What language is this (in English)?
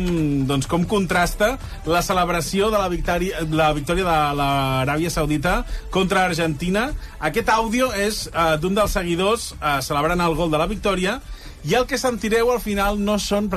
Catalan